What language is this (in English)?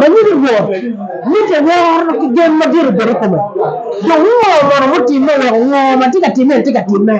Acoli